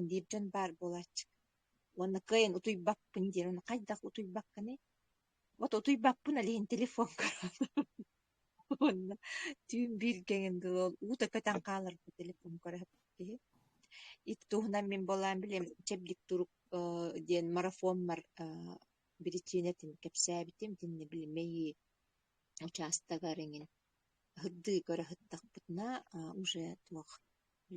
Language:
Yakut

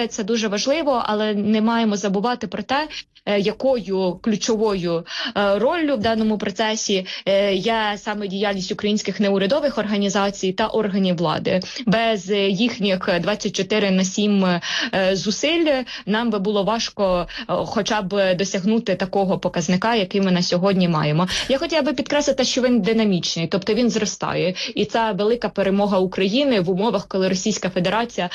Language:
Ukrainian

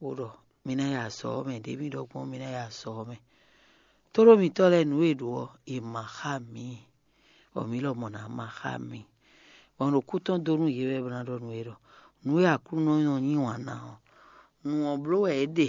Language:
Fon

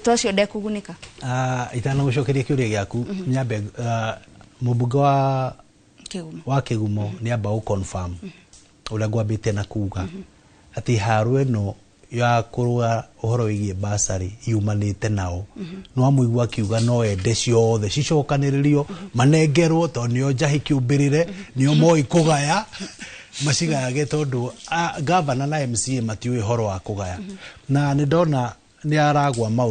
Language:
Kikuyu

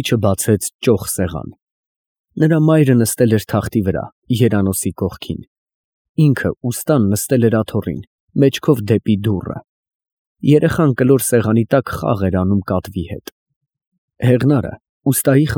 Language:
Armenian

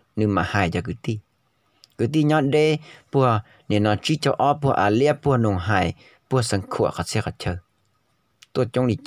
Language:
Hmong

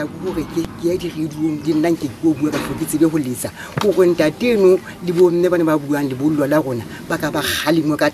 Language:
Southern Sotho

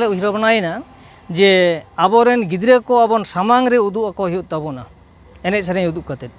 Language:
Santali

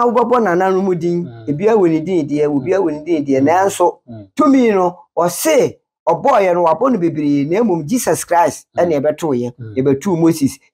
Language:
Akan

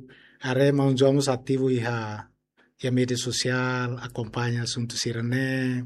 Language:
Tetum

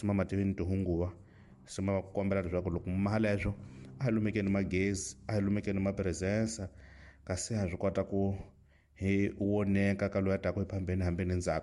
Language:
Tsonga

